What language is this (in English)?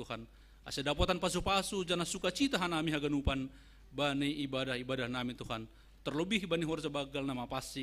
Batak Simalungun